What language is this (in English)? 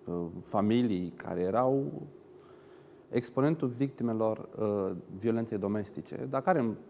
Romanian